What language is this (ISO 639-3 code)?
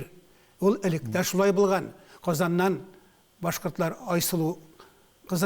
tat